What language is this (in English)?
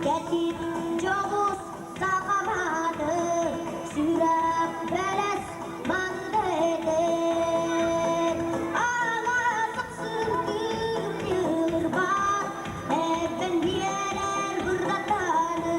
Yakut